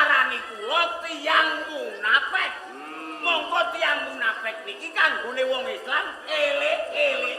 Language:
Javanese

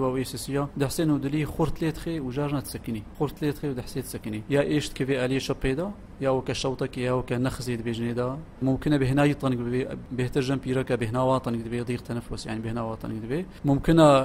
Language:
Kurdish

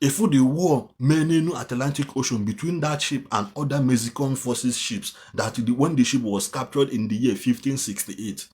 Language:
Igbo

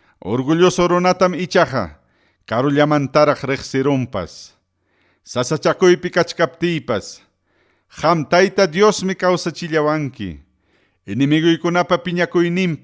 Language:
Ayacucho Quechua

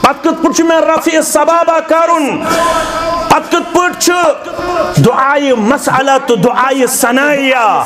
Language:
Kashmiri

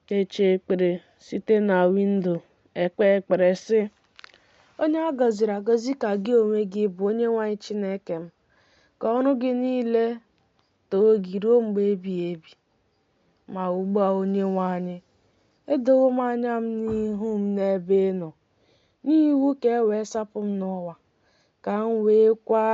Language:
Igbo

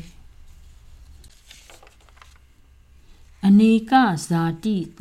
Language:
Burmese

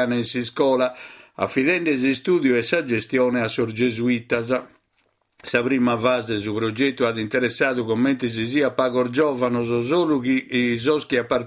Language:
Sardinian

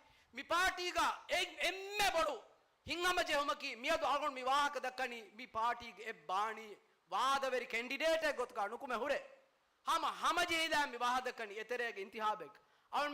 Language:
Divehi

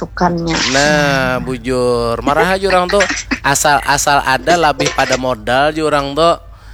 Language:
Banjar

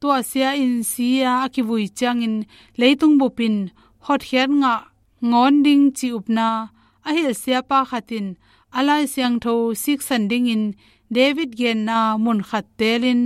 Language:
Tedim Chin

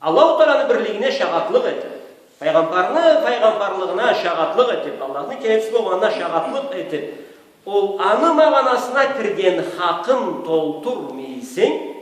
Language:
Karachay-Balkar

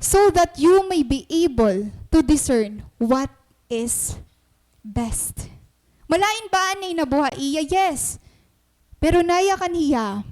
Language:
Waray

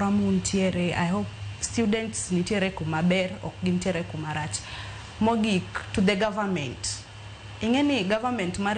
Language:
Luo (Kenya and Tanzania)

